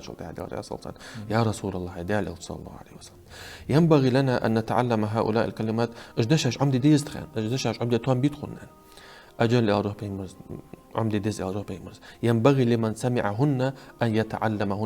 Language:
Ingush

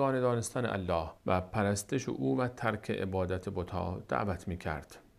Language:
Persian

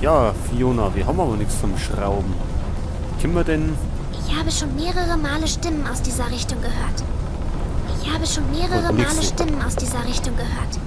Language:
Bavarian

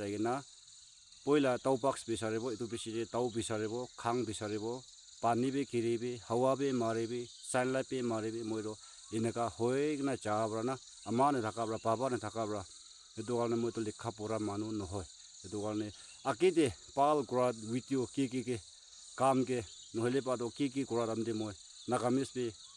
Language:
Naga Pidgin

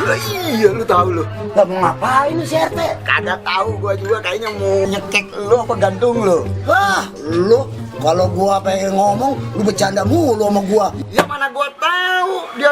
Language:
Betawi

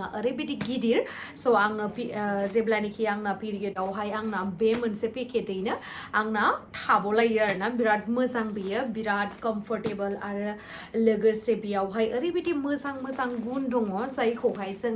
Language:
Bodo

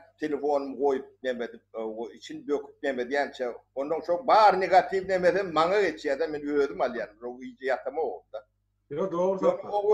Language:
Turkmen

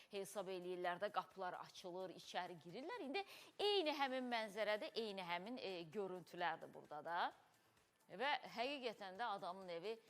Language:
Azerbaijani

